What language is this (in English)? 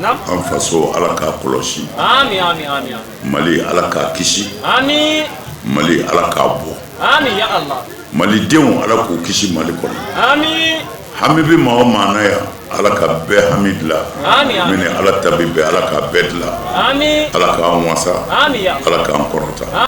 Bambara